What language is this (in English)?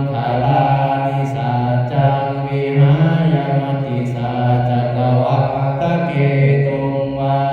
Pali